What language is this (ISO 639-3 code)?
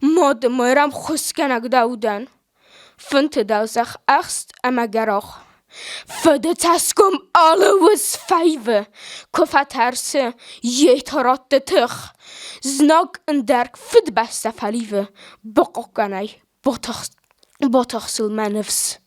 oss